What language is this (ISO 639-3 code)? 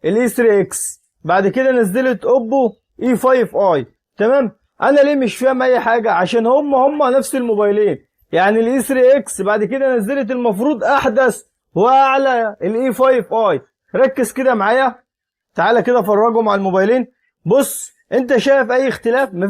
arz